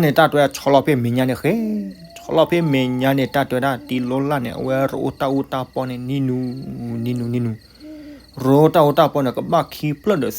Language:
S'gaw Karen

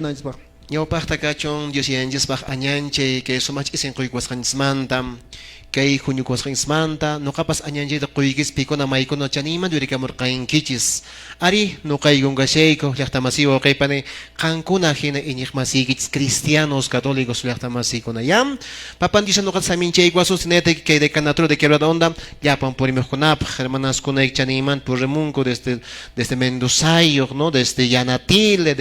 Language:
Quechua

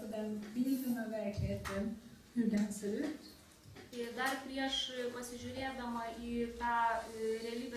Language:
Swedish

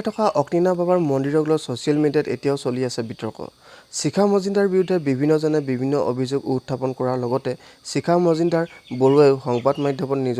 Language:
Assamese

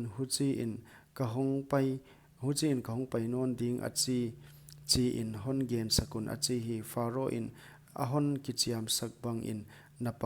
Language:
Paite Chin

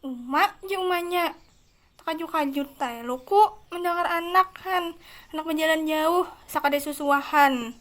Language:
Banjar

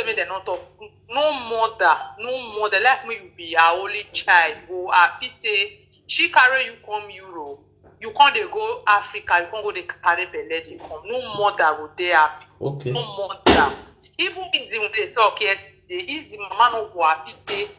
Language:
Nigerian Pidgin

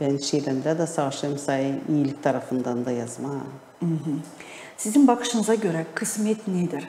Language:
Gagauz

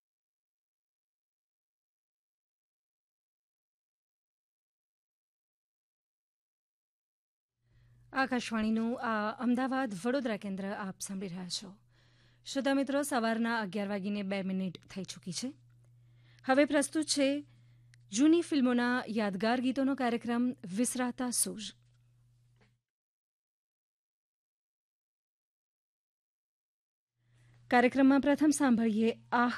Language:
Gujarati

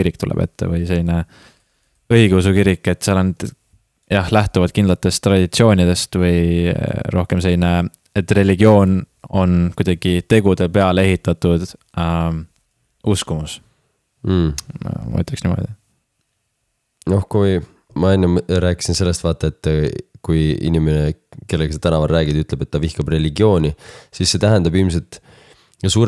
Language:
Estonian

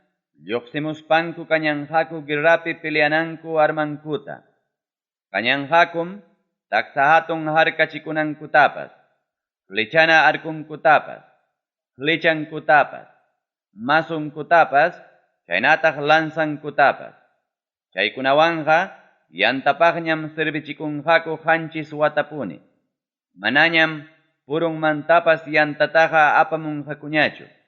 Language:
Ayacucho Quechua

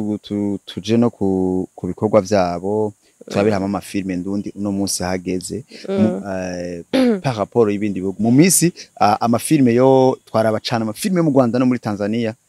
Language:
Rundi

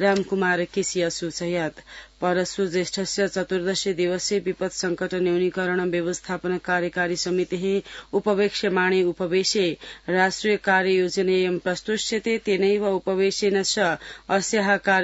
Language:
Sanskrit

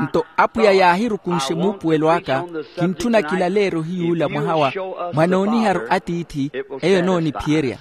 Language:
Makhuwa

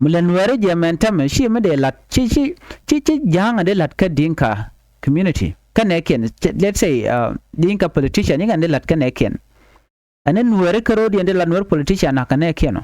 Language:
Nuer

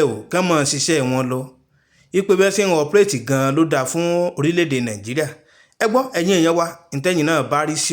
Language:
Yoruba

